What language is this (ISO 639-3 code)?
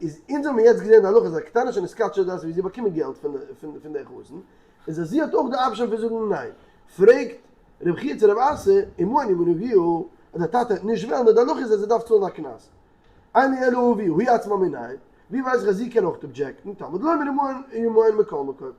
yid